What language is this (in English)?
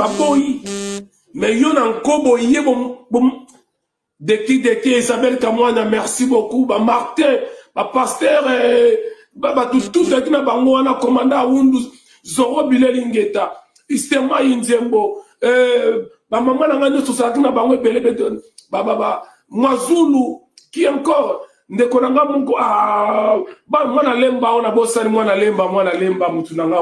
Lingala